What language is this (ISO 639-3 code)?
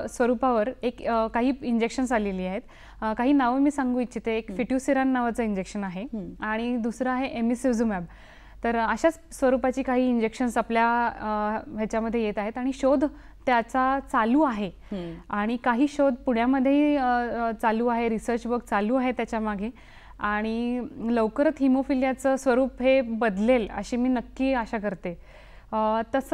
mar